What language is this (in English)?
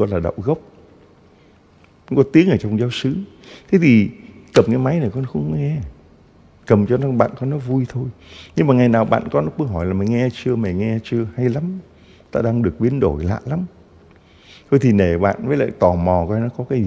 Vietnamese